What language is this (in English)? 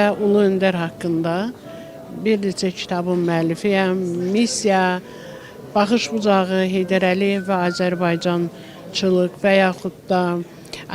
Azerbaijani